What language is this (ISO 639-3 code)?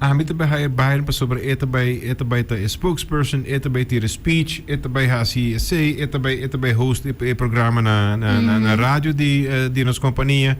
pap